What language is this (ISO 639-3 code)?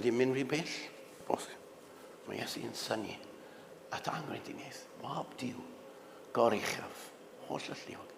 cym